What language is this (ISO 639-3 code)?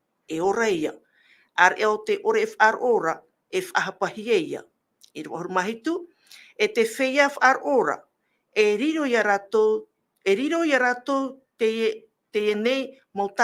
tah